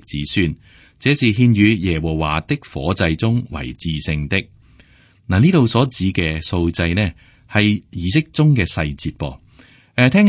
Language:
Cantonese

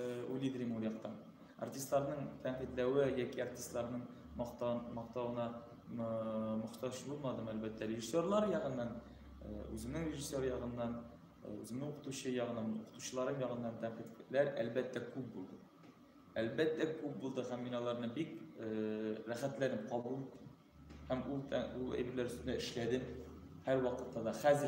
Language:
Tatar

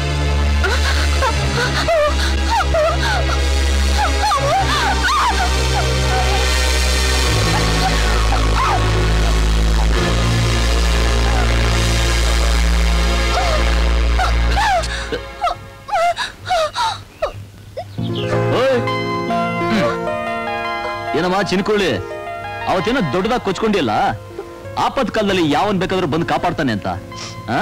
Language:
Kannada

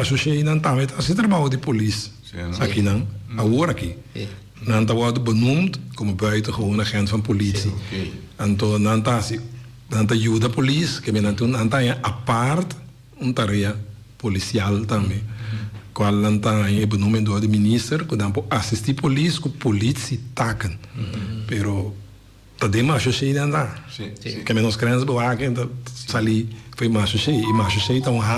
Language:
Papiamento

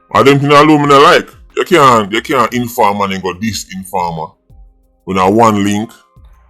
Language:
Jamaican Creole English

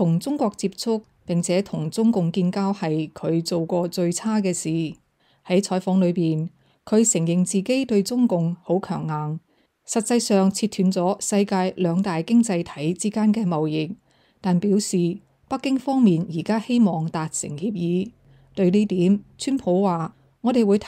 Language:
Cantonese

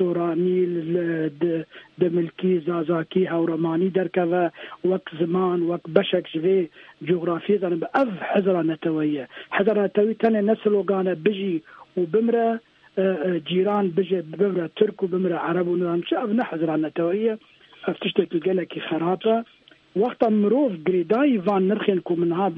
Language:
Kurdish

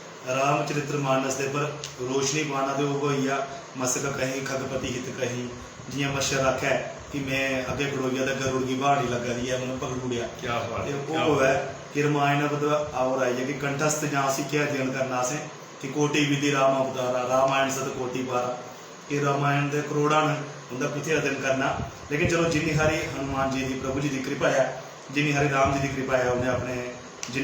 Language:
Dogri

